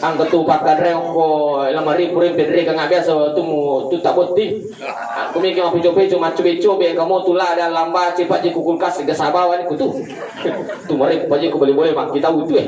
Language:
Buginese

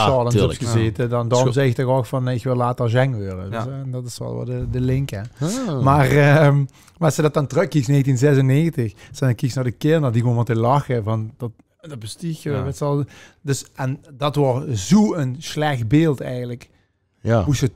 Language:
Limburgish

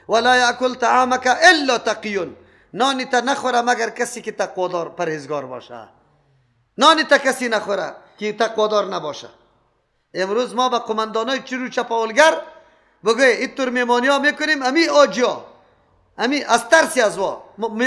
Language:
Persian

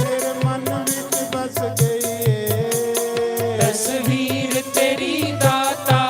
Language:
Dogri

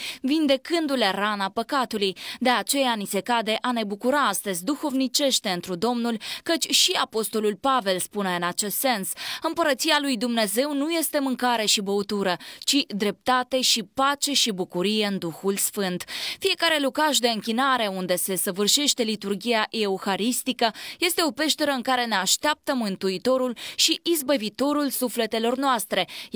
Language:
Romanian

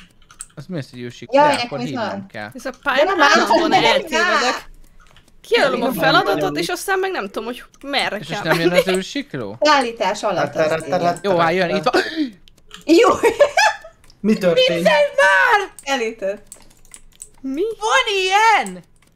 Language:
Hungarian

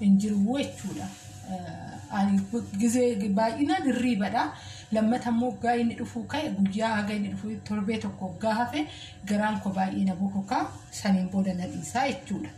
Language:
Oromo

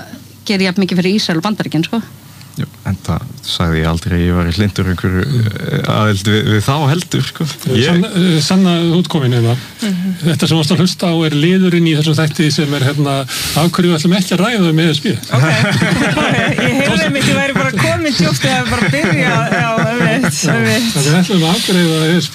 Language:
Icelandic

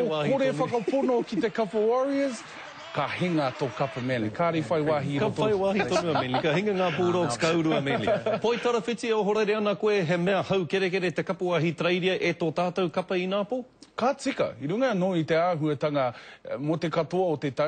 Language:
Māori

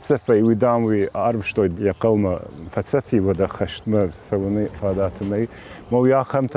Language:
Ossetic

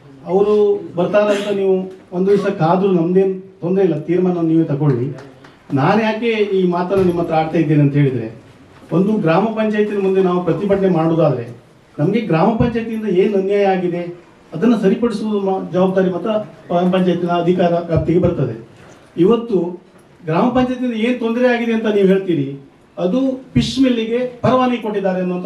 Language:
Kannada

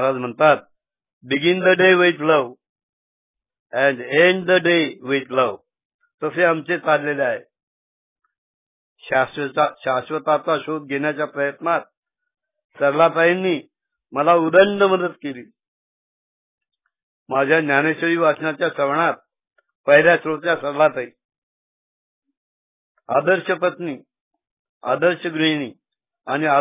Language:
Marathi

